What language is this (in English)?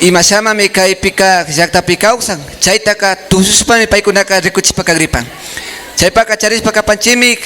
Imbabura Highland Quichua